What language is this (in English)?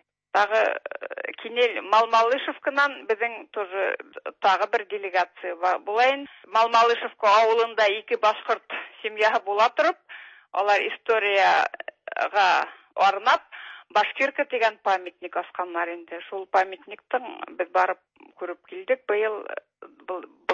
Tatar